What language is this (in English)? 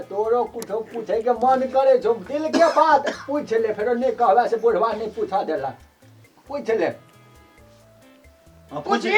Maithili